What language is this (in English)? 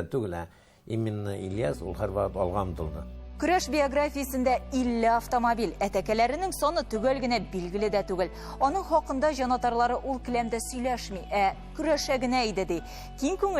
Tatar